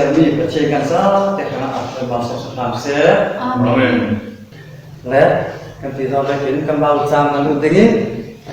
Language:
Falam Chin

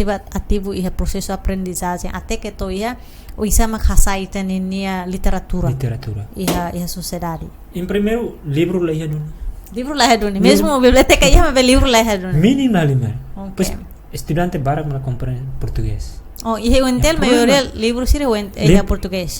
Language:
Tetum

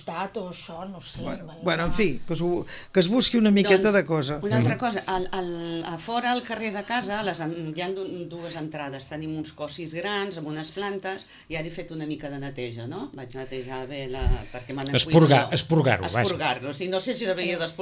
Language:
Catalan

